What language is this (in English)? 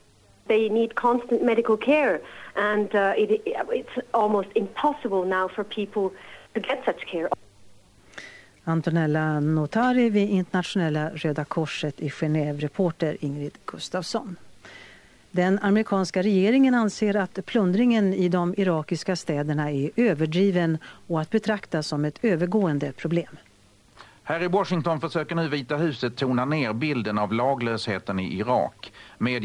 Swedish